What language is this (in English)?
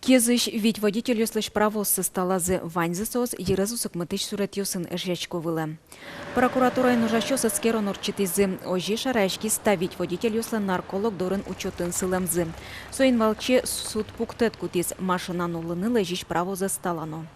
Udmurt